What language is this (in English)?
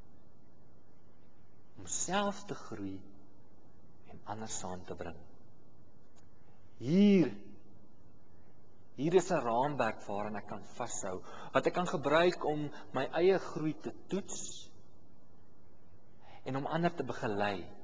Afrikaans